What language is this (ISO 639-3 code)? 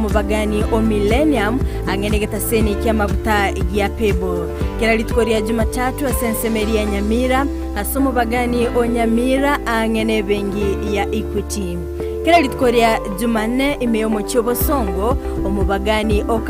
guz